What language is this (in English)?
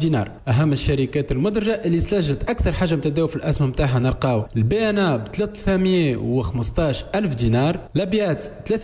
Tunisian Arabic